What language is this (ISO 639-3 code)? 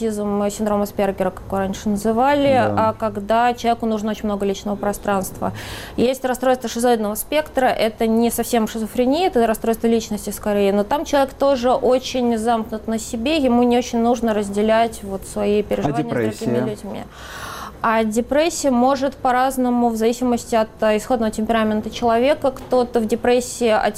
rus